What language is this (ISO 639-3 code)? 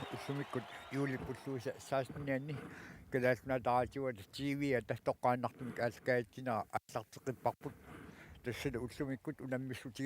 kal